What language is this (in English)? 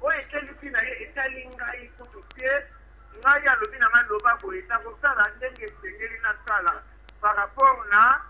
Lingala